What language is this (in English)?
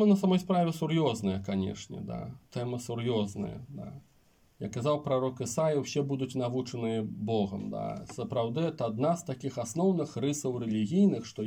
Belarusian